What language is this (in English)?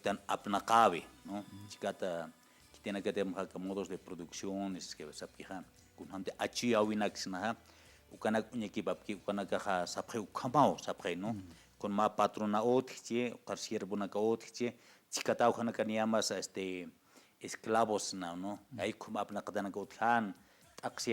Aymara